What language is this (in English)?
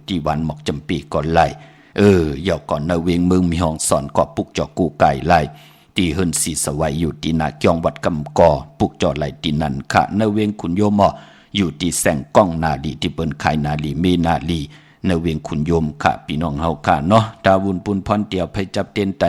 Shan